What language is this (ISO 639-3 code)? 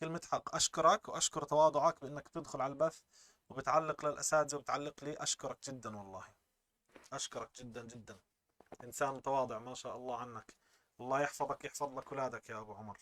apc